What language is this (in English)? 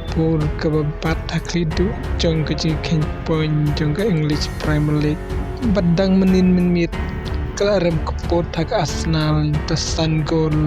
Khasi